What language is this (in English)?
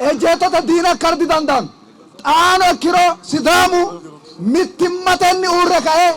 Sidamo